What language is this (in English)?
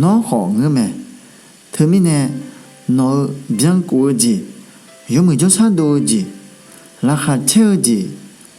Akha